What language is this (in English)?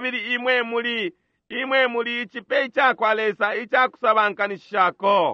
Bemba